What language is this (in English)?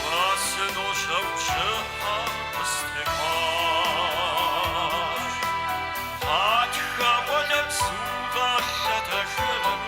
Kabardian